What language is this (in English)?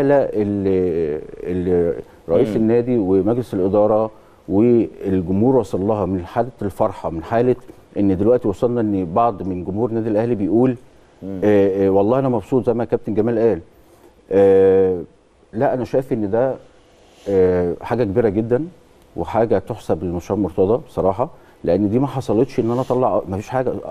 Egyptian Arabic